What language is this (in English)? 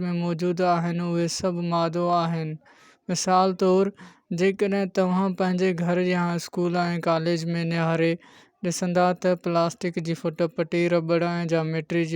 Sindhi